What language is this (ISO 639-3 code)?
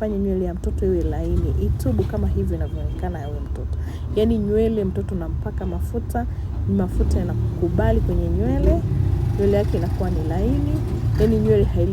swa